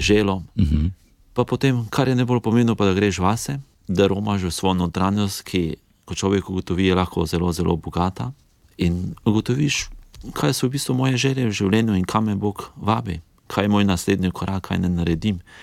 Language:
Slovenian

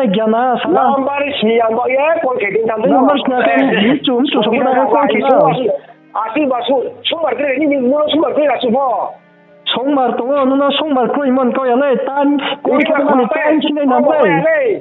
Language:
Riang (India)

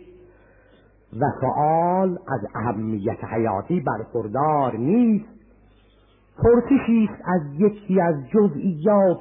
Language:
Persian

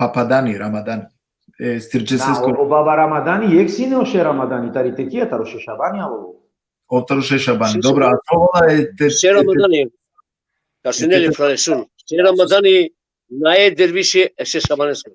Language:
Balkan Romani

